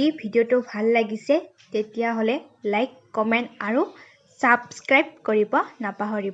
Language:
Assamese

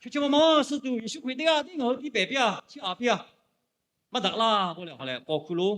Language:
Lahu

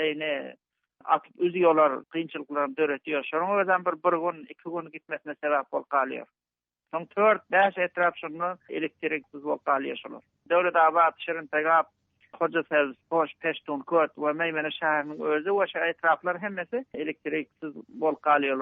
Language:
Turkmen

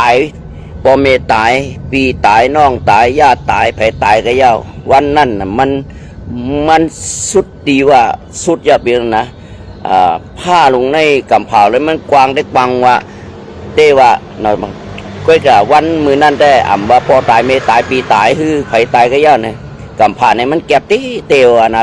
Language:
Shan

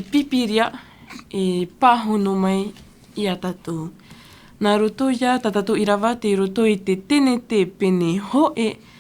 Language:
Tahitian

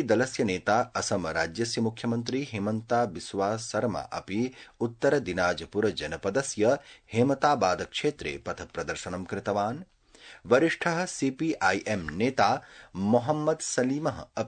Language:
Sanskrit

